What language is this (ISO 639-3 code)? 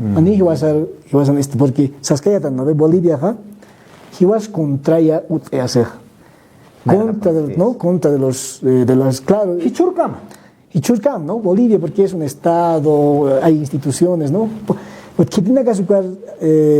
aym